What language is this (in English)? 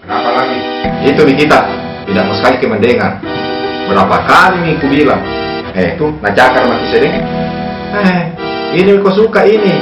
Makassar Malay